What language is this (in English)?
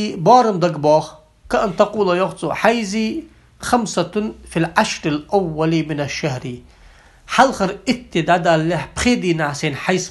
Ingush